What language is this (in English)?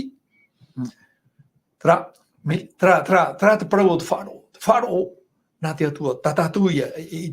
Tahitian